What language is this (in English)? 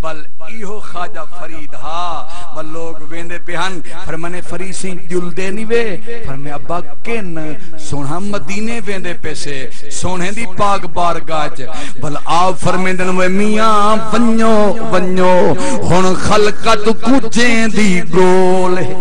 Saraiki